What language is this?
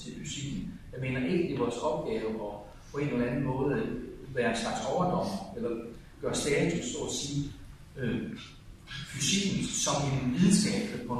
Danish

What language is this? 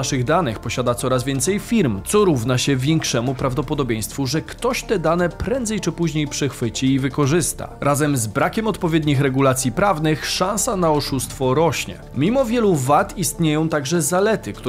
Polish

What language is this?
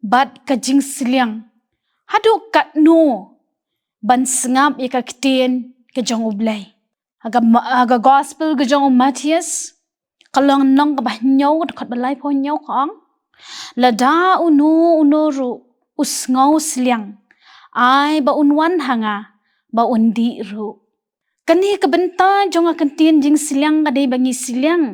Khasi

